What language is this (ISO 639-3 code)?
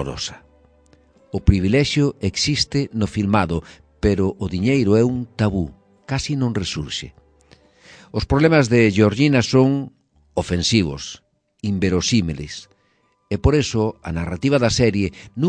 glg